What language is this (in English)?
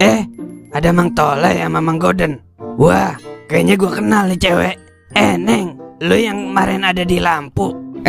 Betawi